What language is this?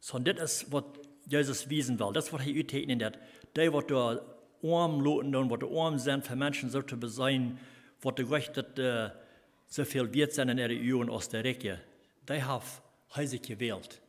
Plautdietsch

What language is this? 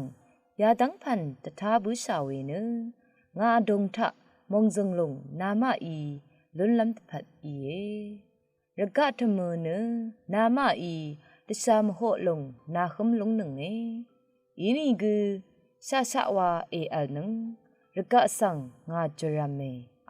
Rawang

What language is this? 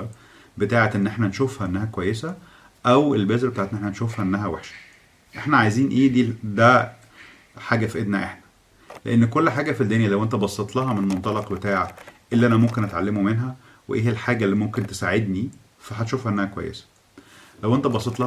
Egyptian Arabic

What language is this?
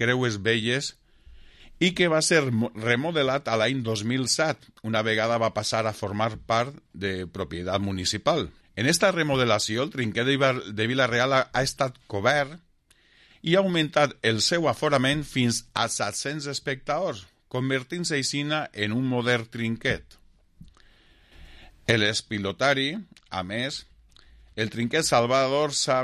Catalan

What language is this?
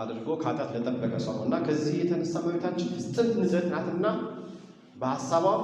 Amharic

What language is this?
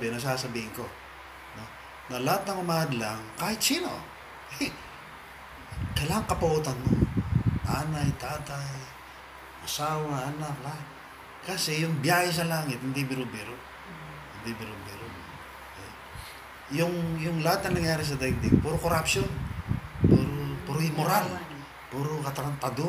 Filipino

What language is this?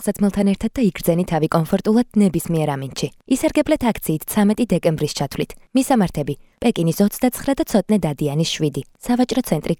Georgian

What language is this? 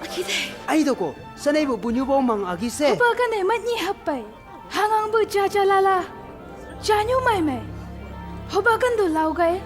Chang Naga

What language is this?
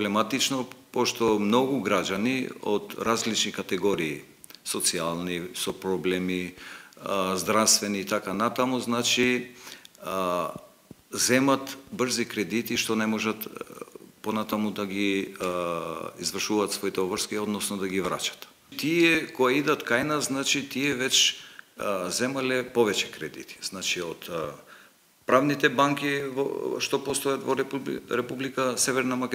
Macedonian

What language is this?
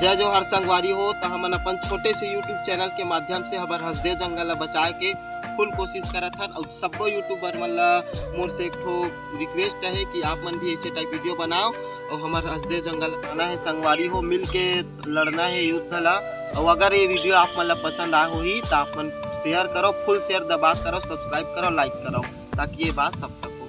Chhattisgarhi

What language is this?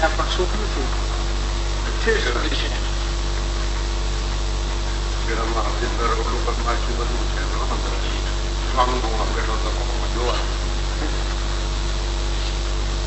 Gujarati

